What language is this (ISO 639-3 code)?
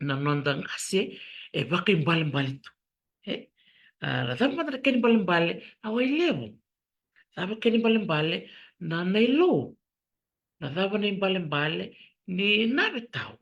fij